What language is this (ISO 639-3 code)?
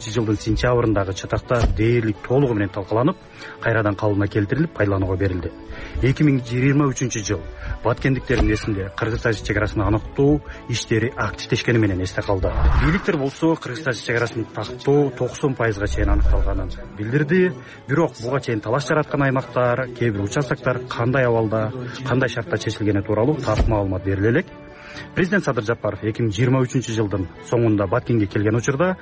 kir